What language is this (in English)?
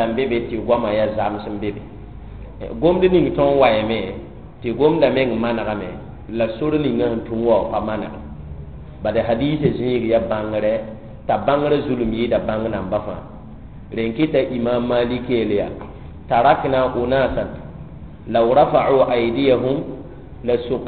Mossi